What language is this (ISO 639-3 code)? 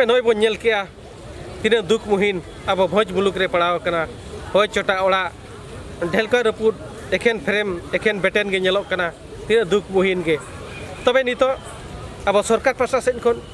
sat